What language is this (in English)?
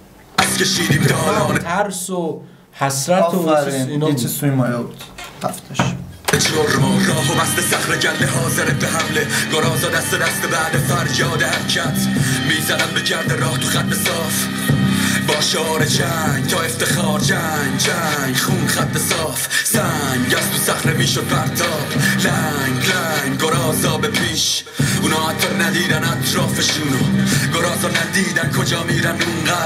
Persian